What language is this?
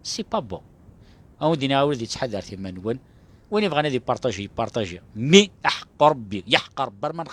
Kabyle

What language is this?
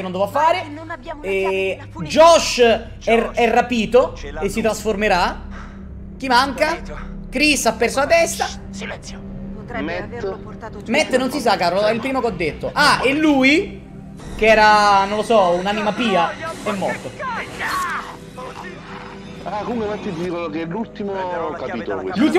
Italian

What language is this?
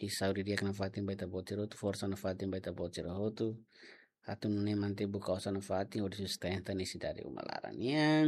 Tetum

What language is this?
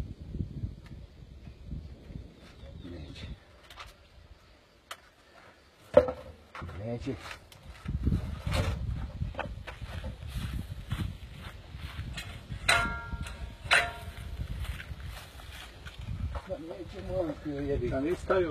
Bosnian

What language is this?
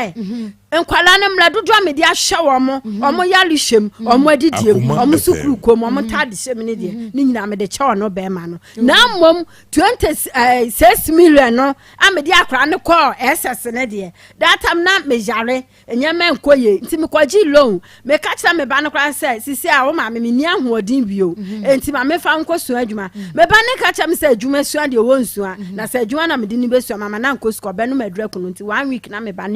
Akan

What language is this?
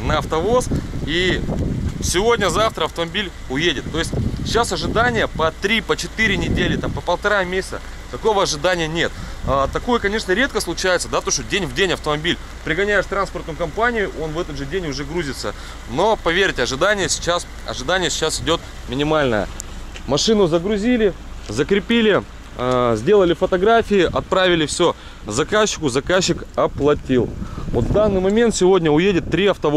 Russian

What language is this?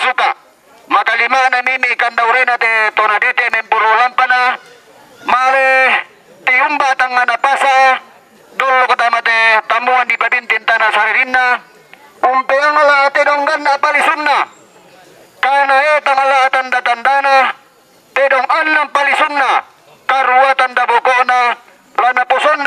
Toraja-Sa'dan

